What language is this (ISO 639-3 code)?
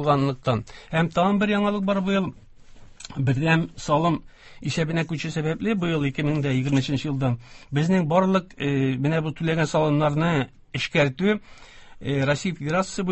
tat